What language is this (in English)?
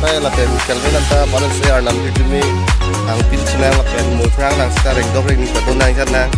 Karbi